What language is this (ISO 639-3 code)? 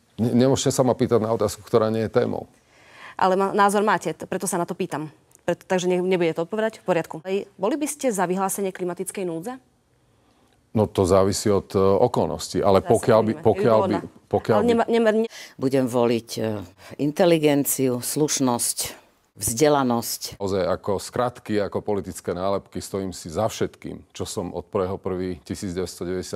slk